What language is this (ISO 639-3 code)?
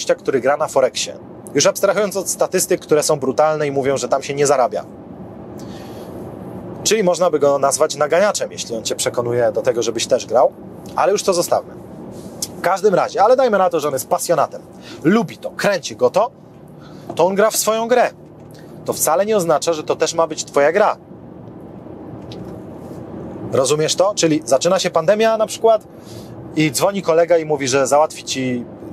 pol